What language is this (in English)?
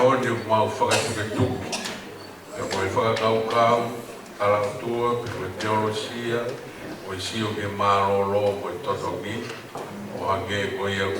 Tongan